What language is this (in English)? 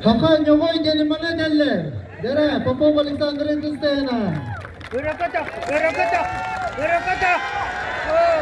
Yakut